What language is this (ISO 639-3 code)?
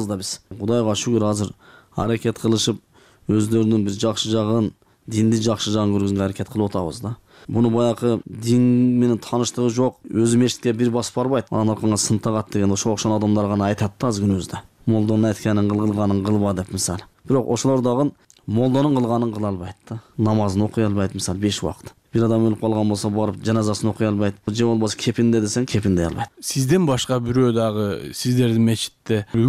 kir